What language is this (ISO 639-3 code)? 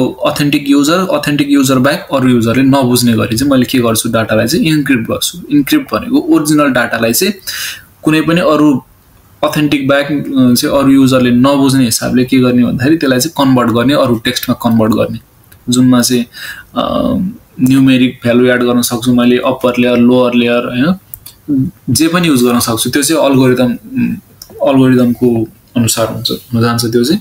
nep